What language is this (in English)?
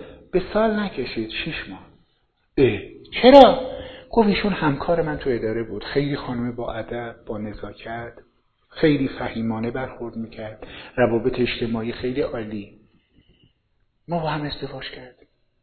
Persian